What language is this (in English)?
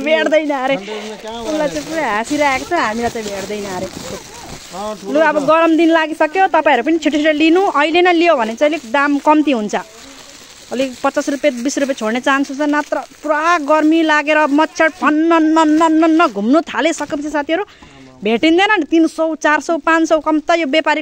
Nepali